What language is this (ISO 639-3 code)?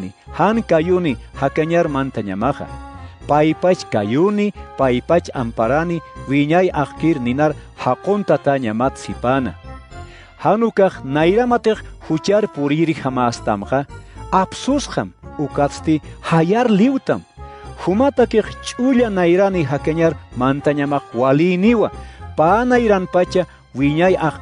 aym